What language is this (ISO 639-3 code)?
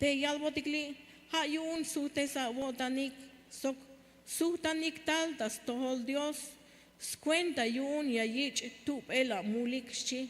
tzh